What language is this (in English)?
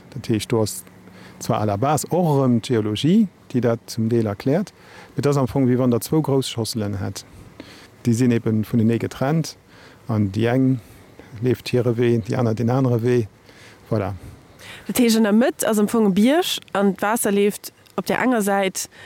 Luxembourgish